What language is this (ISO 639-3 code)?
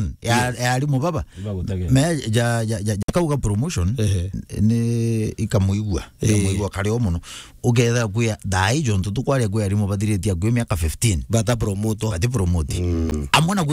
mer